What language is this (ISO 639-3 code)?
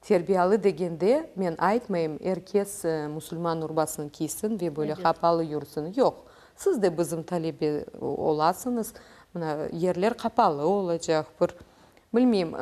crh